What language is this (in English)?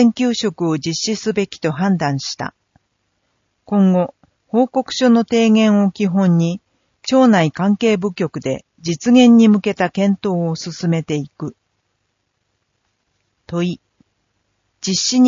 Japanese